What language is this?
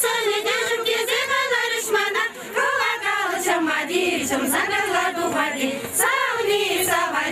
Chuvash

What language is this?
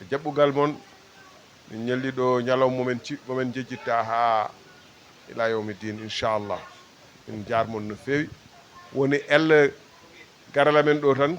Fula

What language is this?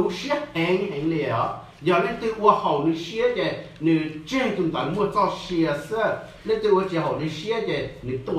Hmong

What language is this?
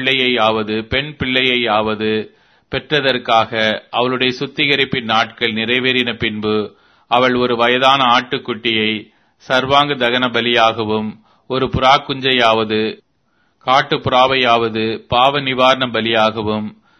Tamil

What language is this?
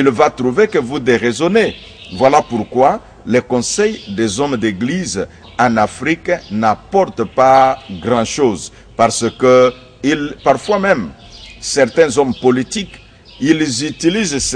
French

